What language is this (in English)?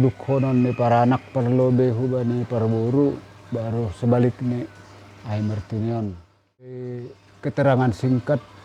Batak Simalungun